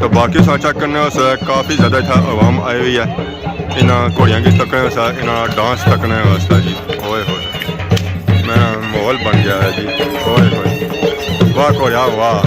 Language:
Pahari-Potwari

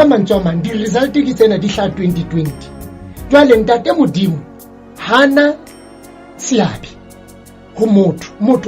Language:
Southern Sotho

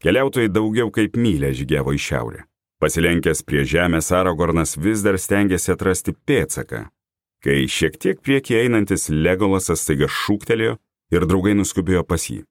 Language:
Lithuanian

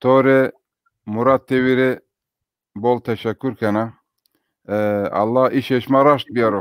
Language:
Zaza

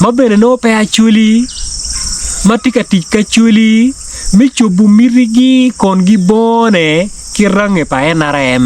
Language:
Acoli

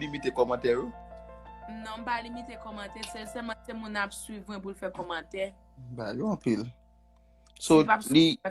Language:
Haitian Creole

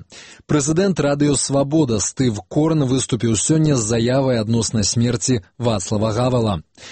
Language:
Belarusian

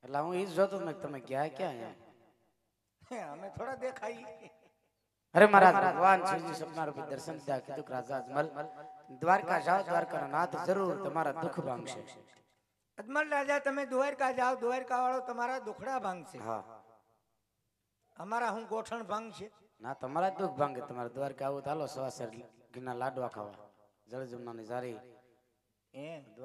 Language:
Gujarati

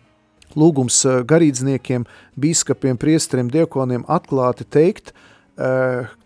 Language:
Latvian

